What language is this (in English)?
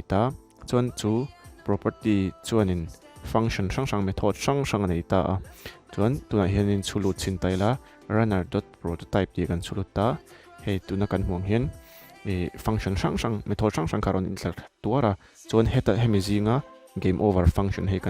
Mizo